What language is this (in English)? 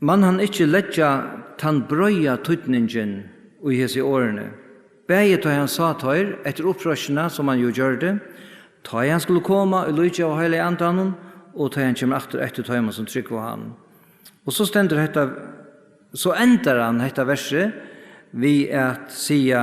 Faroese